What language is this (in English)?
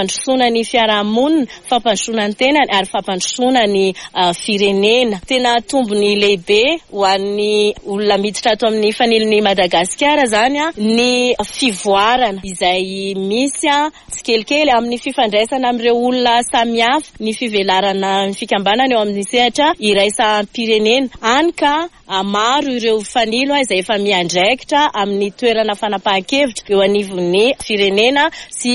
Malagasy